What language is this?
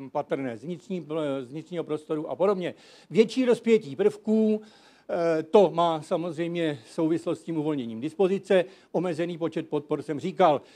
Czech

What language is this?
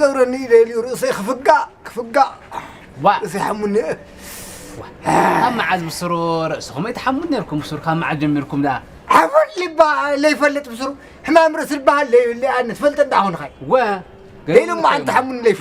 Tigrinya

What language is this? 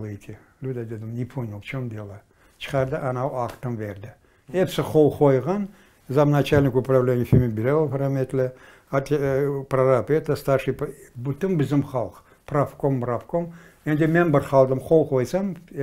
Crimean Tatar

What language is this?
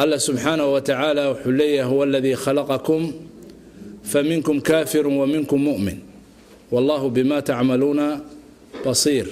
Somali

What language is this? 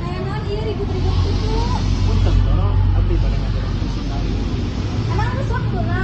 Sundanese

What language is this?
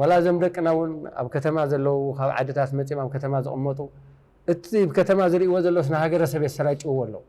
Tigrinya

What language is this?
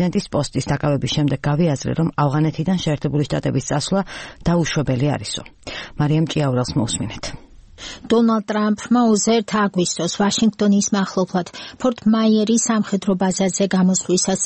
Georgian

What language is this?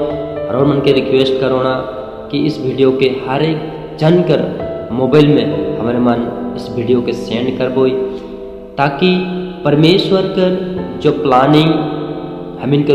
Sadri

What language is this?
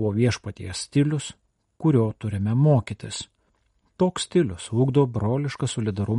Lithuanian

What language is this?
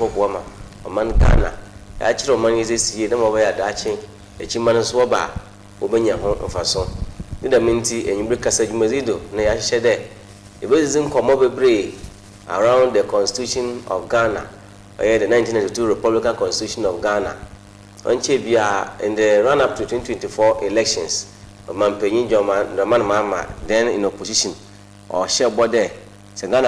Akan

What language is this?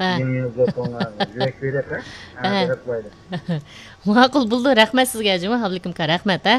Uyghur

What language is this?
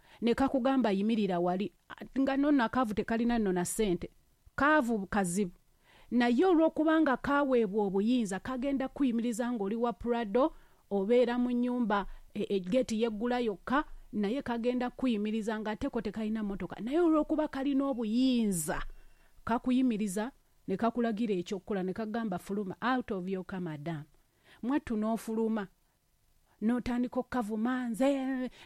Ganda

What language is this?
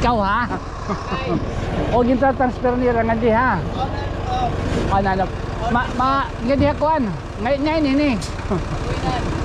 Waray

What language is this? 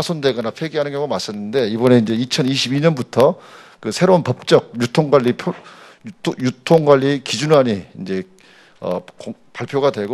Korean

